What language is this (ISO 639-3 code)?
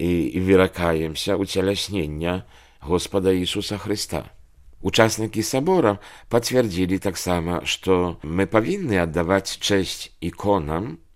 bel